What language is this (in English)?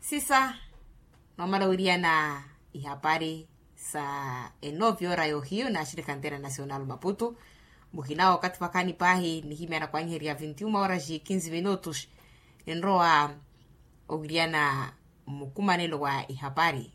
Makhuwa